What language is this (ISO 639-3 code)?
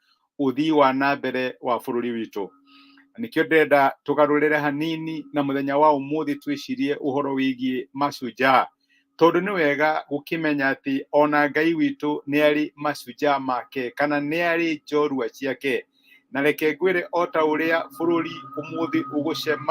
kik